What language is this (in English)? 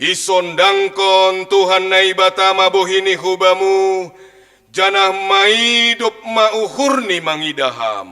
Batak Simalungun